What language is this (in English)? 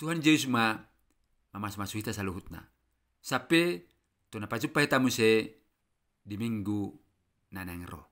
Batak Toba